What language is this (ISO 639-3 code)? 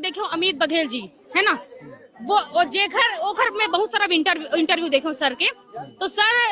hne